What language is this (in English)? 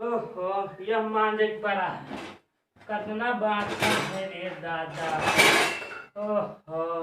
Awadhi